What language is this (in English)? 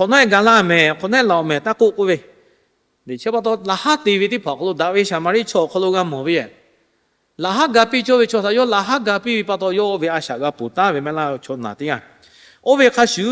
Lahu